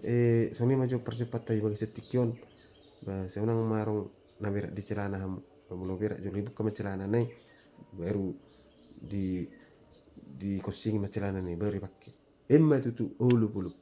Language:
Batak Toba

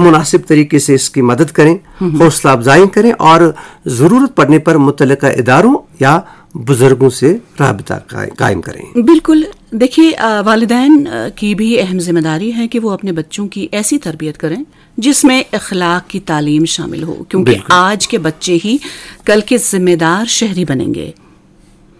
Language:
Urdu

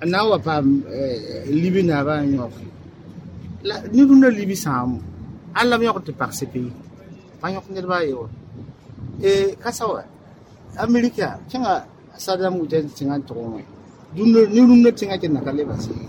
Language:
Mossi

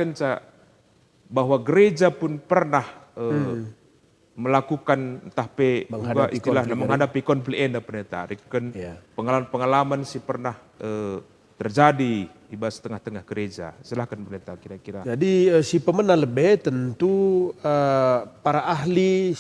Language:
Batak Karo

